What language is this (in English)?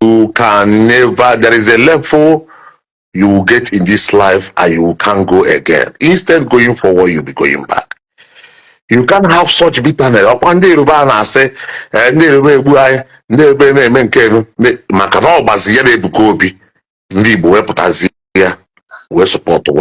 Igbo